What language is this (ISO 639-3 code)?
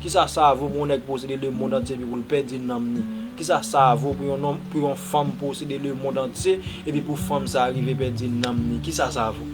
hat